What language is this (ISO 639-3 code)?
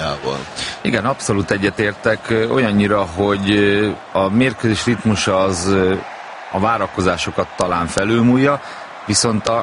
hun